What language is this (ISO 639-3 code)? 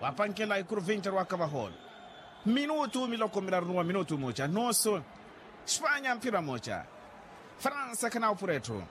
vmw